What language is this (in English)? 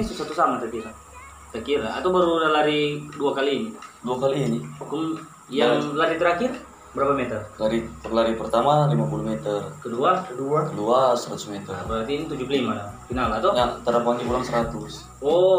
Manado Malay